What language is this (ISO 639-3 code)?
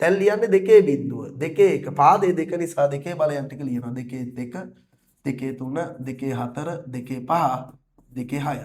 sin